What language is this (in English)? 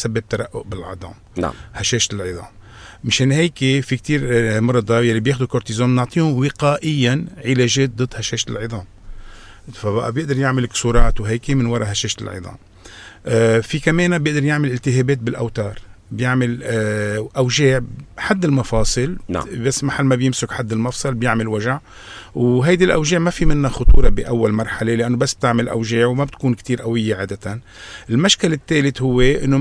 North Levantine Arabic